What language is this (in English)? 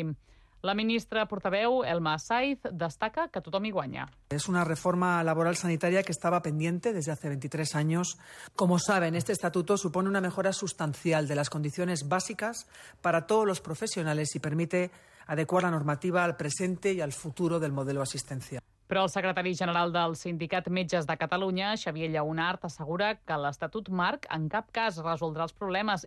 Catalan